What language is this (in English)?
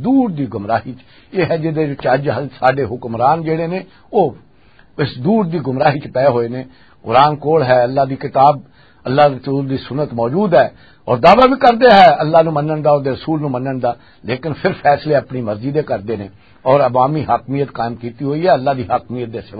Western Panjabi